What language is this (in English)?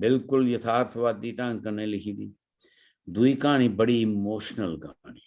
Dogri